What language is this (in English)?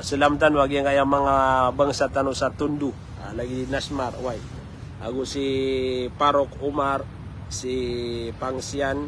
Maranao